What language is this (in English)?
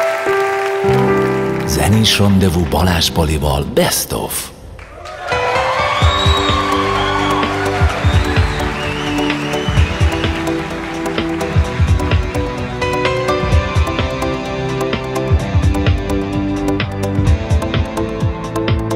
Hungarian